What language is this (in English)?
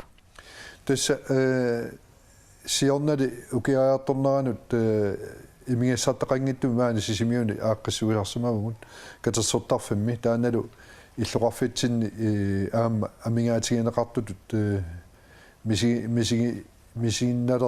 Kalaallisut